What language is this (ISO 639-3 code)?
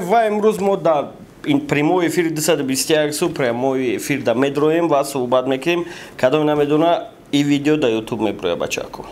tgk